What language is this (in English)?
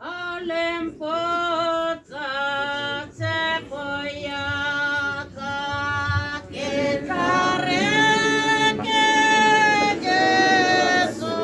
Tswana